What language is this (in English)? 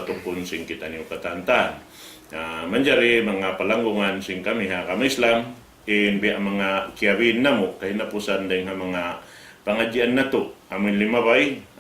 Tausug